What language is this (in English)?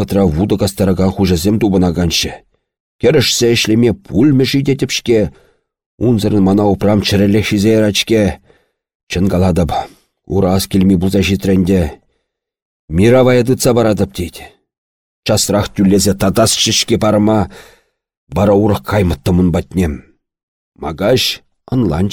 Chuvash